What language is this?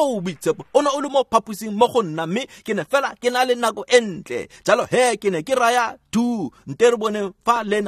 Tswana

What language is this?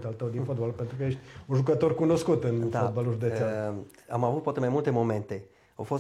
Romanian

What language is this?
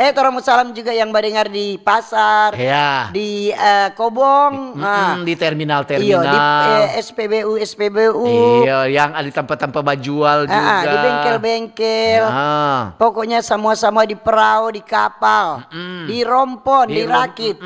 Manado Malay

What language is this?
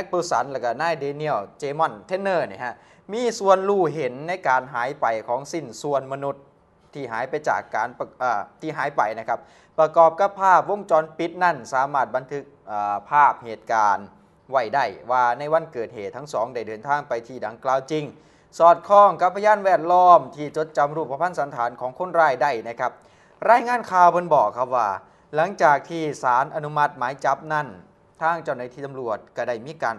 Thai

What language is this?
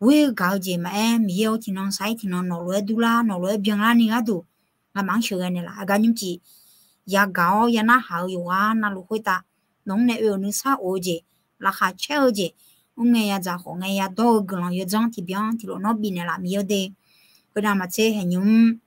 Akha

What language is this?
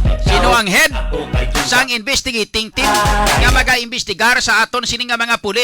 Hiligaynon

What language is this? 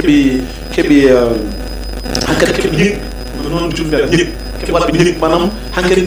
Fula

